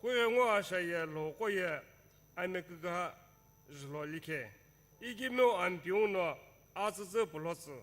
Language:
Sumi Naga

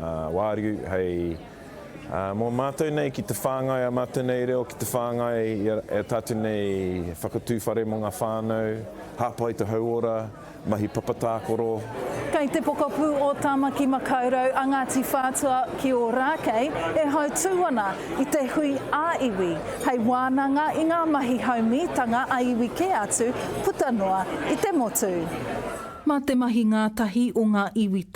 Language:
Māori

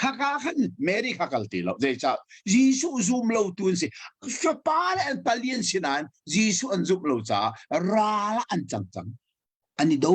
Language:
Hakha Chin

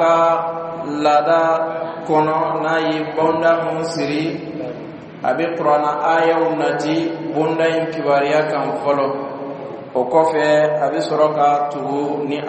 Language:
Bambara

